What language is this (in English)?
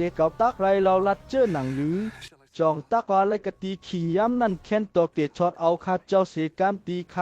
Shan